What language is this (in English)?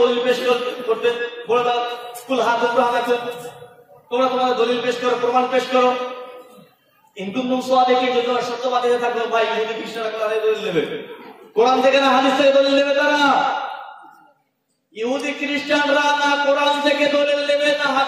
Bangla